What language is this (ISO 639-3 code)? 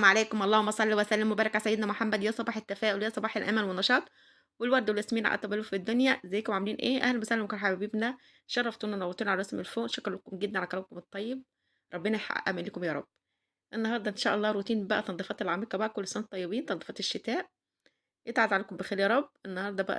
arz